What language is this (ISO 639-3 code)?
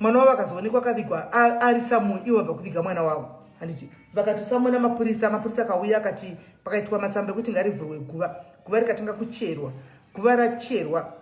sna